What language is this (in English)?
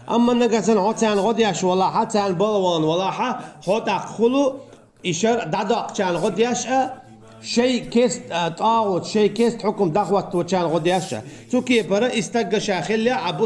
Chechen